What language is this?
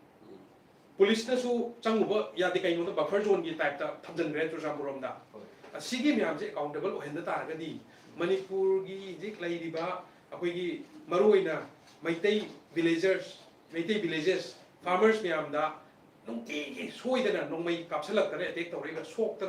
Manipuri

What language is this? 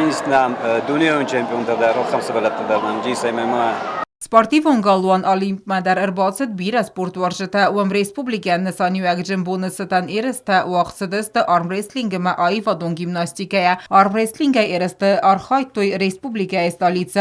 Ossetic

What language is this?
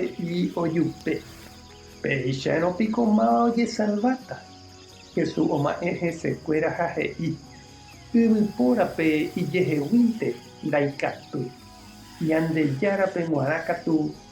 Guarani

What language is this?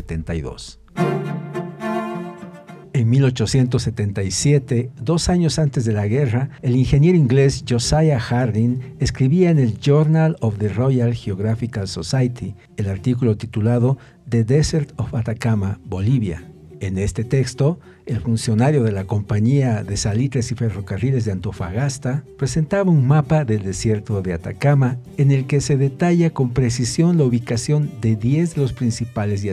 Spanish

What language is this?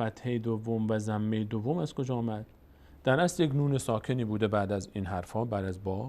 Persian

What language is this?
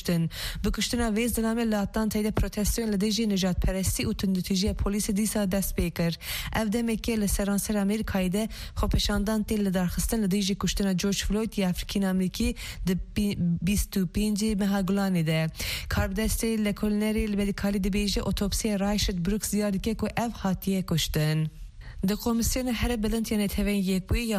Kurdish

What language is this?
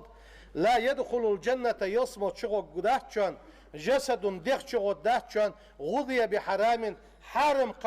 Ingush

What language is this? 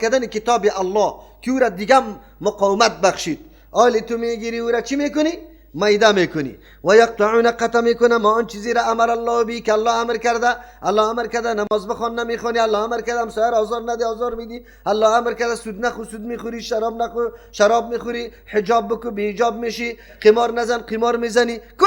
Persian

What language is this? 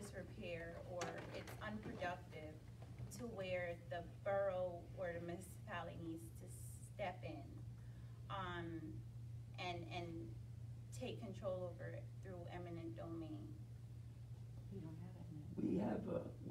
English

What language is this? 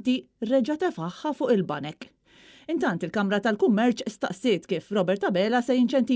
Maltese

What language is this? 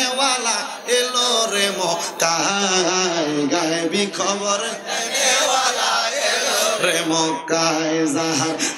Bangla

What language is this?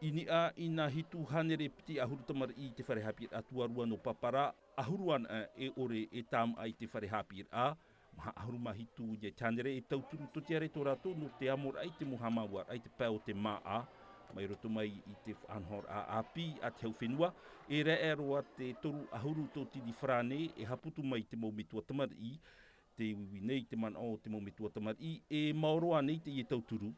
Tahitian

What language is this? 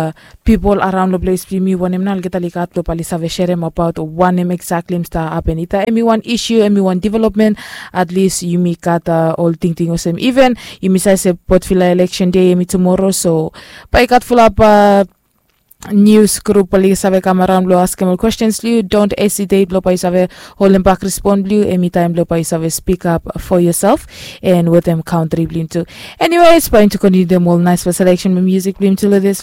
Bislama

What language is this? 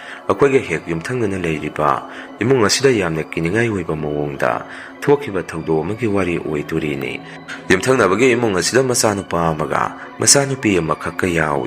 Manipuri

